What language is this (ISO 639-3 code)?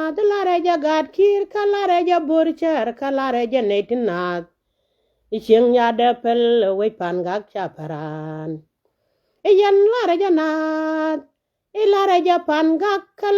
nus